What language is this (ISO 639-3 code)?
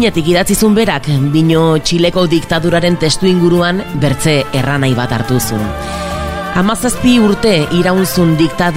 eus